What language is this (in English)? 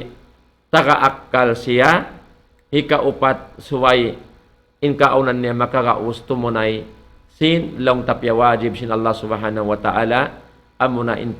Tausug